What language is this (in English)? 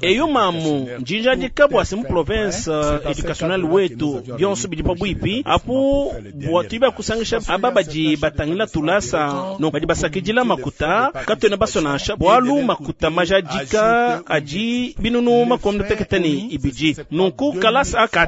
Luba-Lulua